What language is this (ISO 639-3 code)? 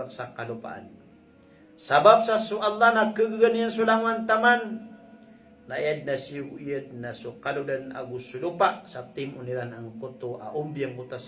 mrw